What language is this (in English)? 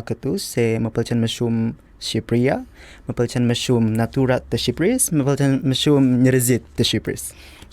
Albanian